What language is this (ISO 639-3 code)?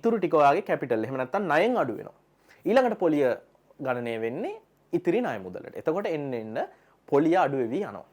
sin